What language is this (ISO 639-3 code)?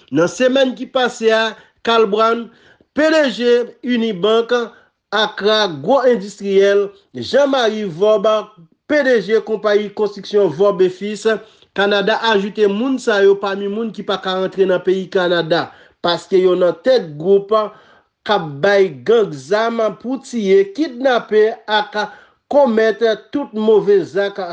hat